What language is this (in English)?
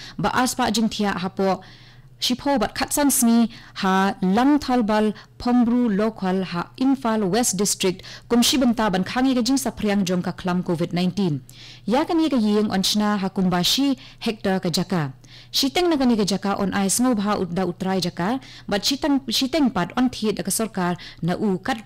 Khasi